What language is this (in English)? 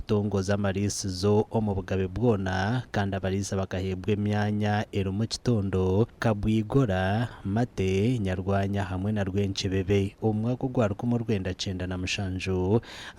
Nyankole